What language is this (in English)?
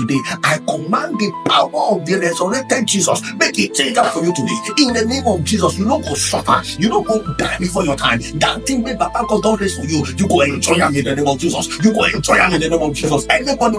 Nigerian Pidgin